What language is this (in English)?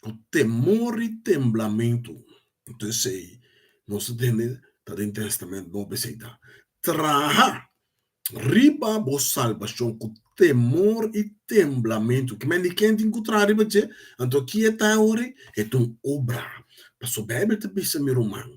Papiamento